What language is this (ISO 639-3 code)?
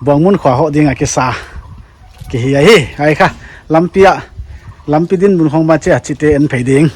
pck